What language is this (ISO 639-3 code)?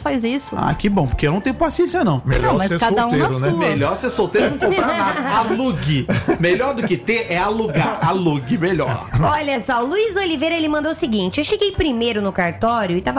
por